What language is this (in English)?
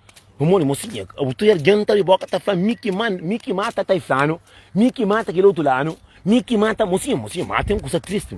Kabuverdianu